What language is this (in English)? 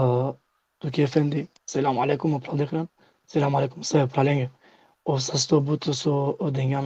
Balkan Romani